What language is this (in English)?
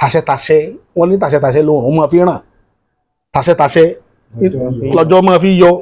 Yoruba